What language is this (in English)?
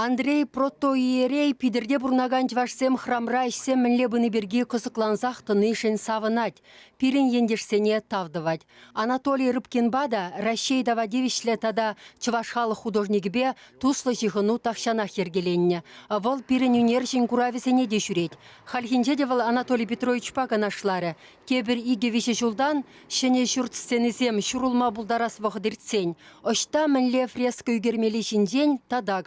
Chuvash